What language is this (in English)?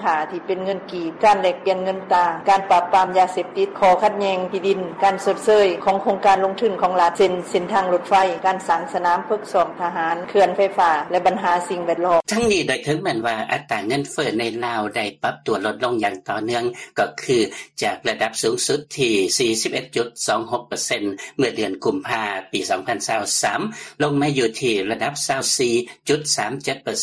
Lao